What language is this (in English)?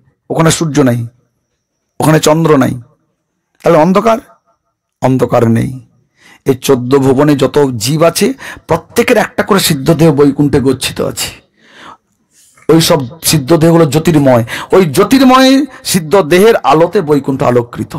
Bangla